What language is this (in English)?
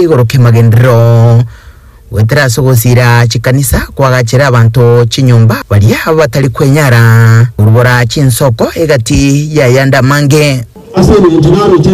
Gusii